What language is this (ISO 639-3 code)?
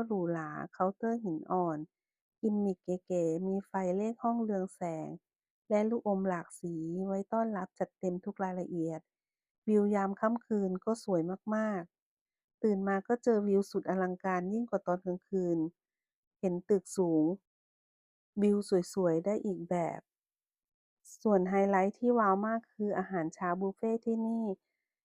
lao